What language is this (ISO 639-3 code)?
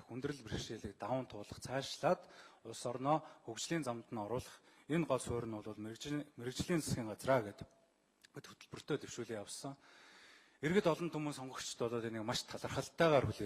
mon